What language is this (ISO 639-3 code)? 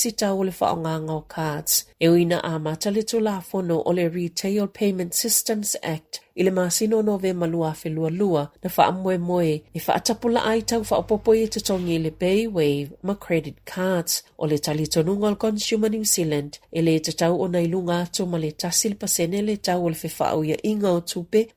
smo